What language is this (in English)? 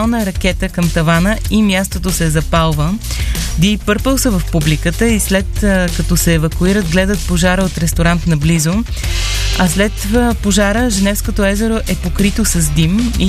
Bulgarian